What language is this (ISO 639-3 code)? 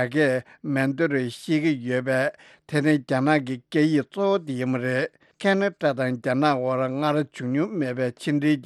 bod